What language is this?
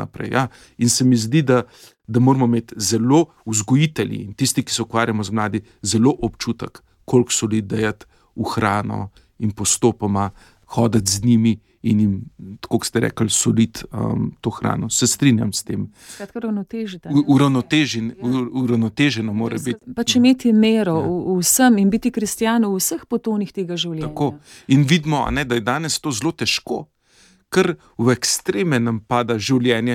Slovenian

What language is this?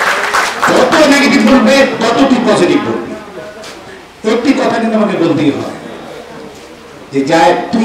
Bangla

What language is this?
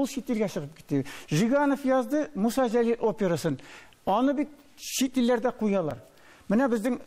Tatar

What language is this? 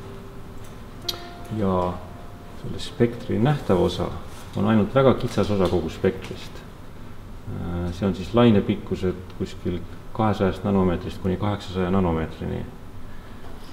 Estonian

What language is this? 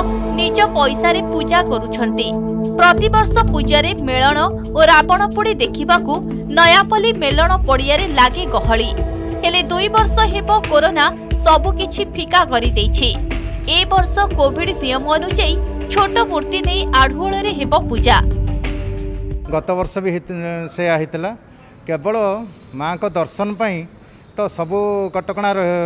Odia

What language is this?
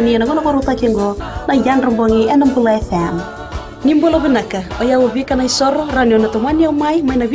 Fijian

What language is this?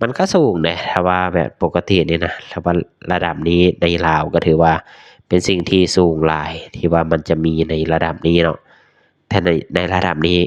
Lao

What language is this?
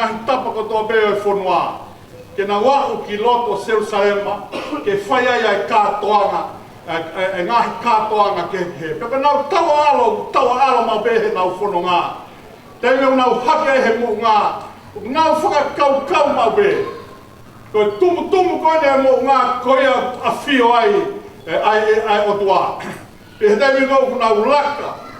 Tongan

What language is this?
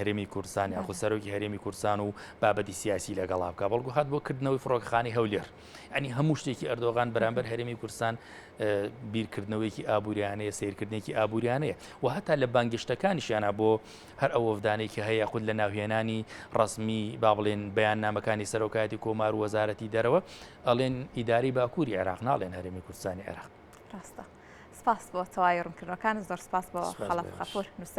Central Kurdish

